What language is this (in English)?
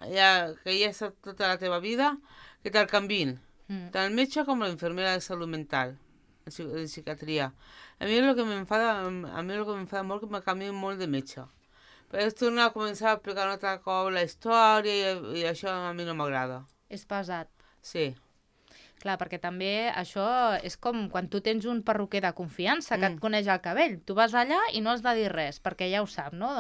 Catalan